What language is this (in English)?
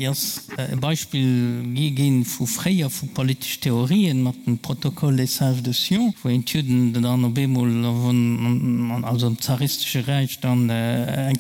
Luxembourgish